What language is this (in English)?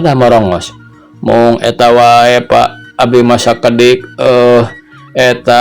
Sundanese